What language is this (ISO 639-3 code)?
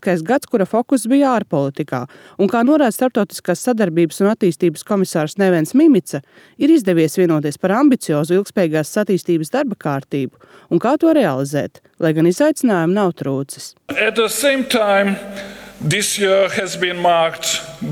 lav